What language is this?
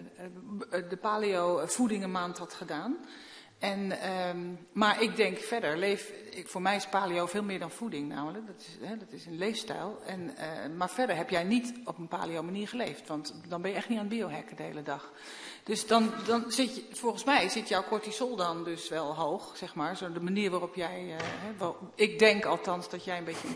Dutch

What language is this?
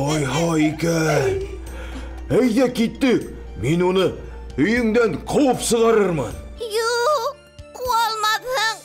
Bashkir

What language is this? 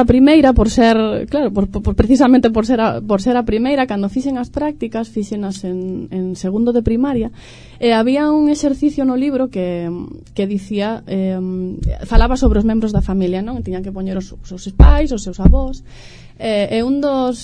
Galician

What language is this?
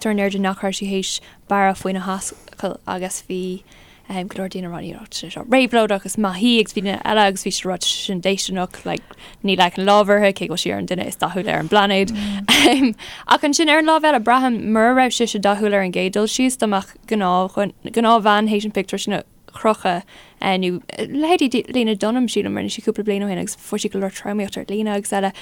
Irish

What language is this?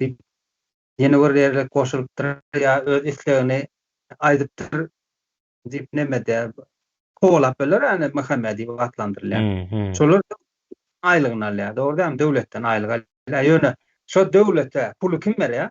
Turkmen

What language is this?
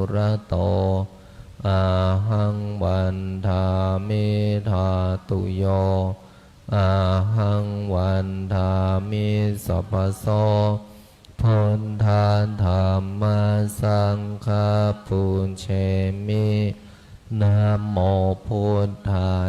Pali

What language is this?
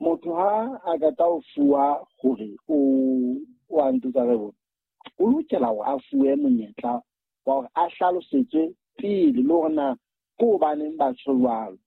Southern Sotho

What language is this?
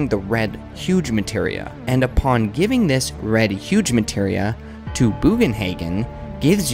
English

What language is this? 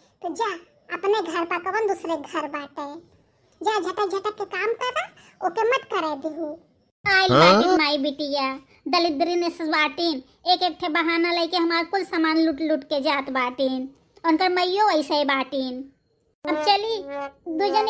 Bhojpuri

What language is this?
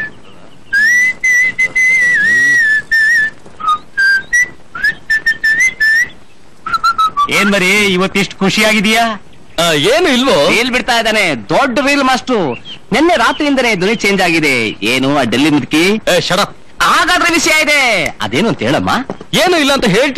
Kannada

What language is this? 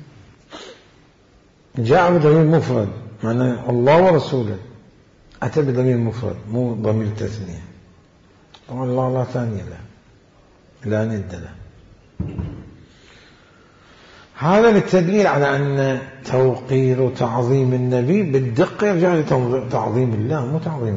Arabic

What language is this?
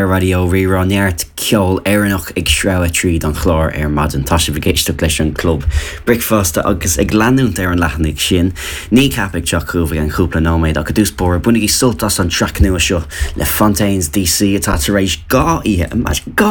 Irish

